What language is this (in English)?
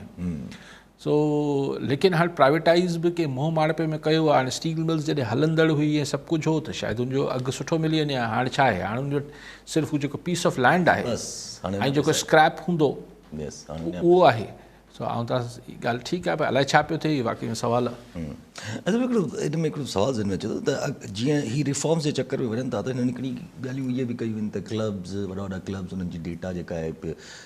Sindhi